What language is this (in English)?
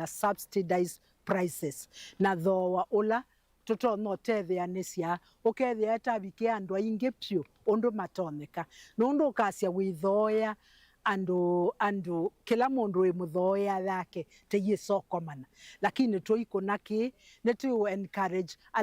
Kamba